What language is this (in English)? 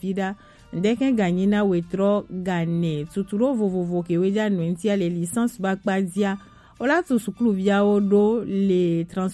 Gen